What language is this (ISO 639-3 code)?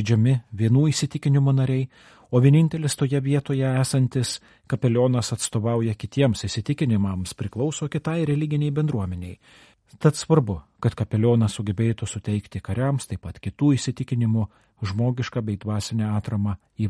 lit